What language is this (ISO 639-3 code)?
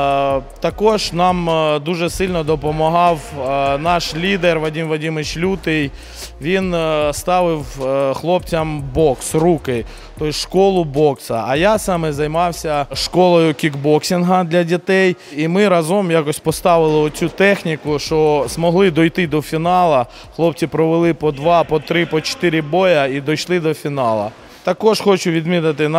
ukr